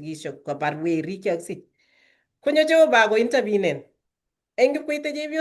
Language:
Kalenjin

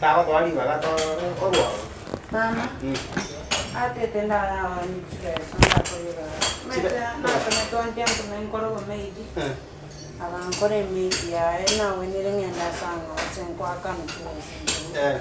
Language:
Gusii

